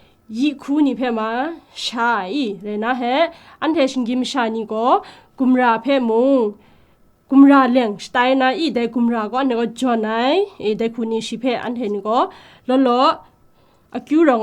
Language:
Kachin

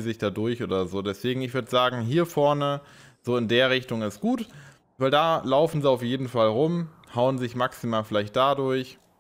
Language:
German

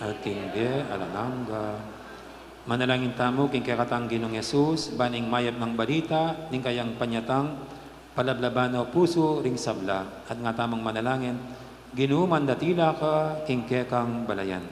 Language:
Pampanga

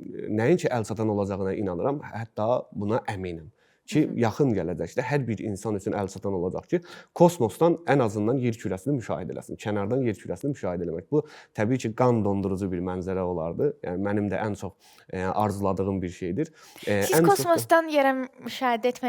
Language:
Azerbaijani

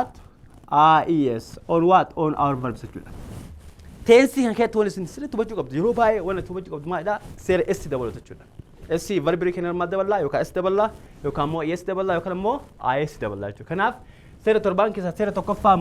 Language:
Oromo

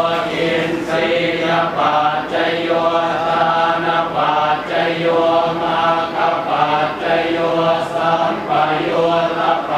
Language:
Pali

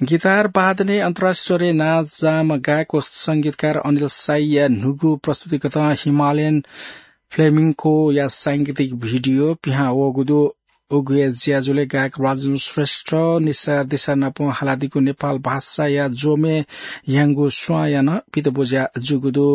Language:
Newari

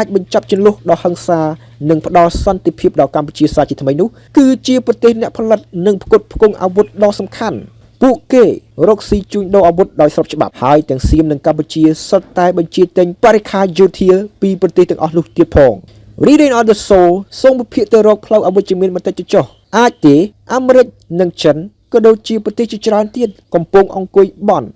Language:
Khmer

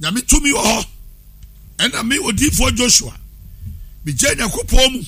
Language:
Akan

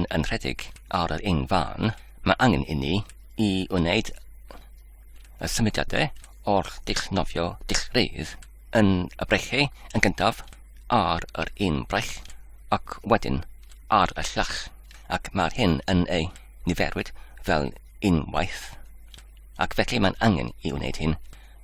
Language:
Welsh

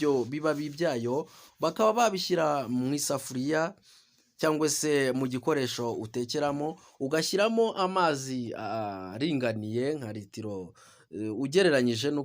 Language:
Kinyarwanda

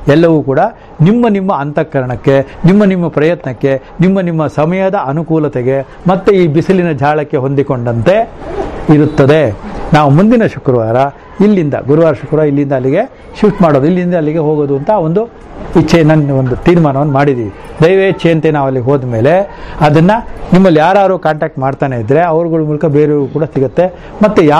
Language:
Kannada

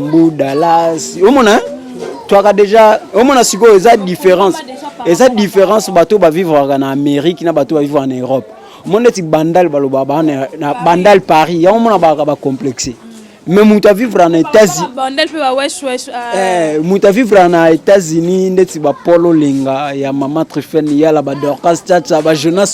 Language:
Lingala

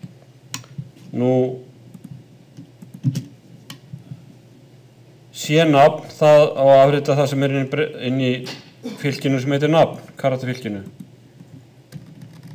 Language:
Icelandic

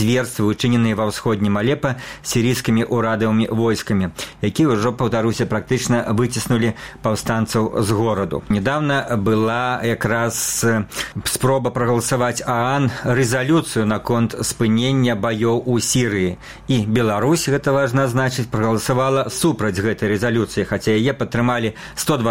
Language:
Belarusian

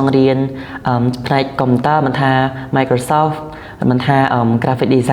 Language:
Khmer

